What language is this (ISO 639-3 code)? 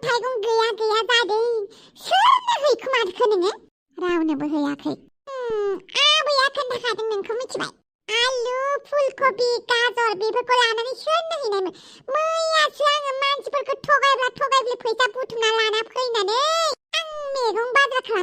brx